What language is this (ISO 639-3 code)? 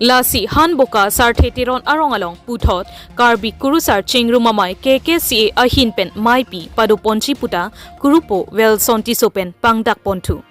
mjw